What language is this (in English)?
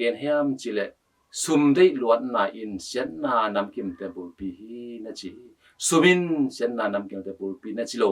Tedim Chin